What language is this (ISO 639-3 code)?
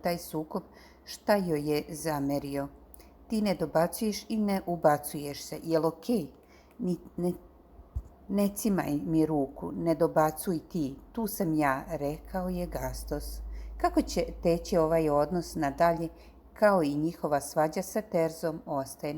srp